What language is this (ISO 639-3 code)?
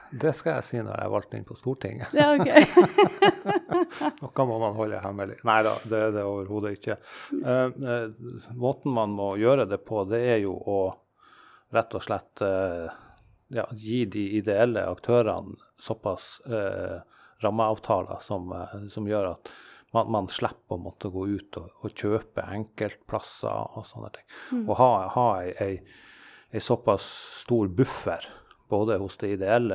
nor